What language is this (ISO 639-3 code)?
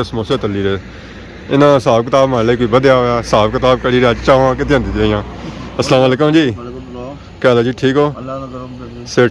phr